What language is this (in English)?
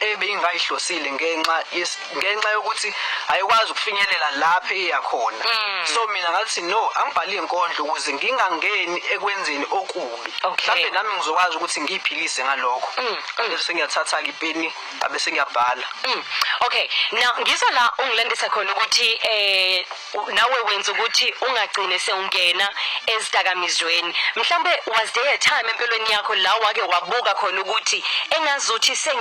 Zulu